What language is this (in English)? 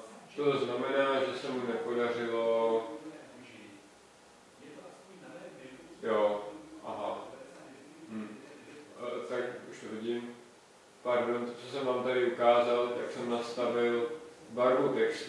Czech